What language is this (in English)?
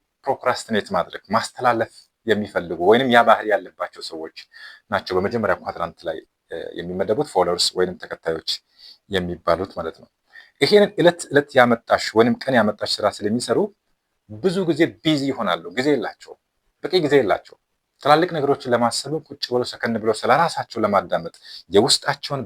Amharic